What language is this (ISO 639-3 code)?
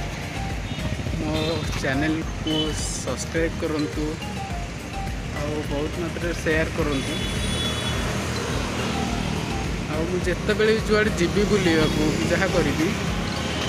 ori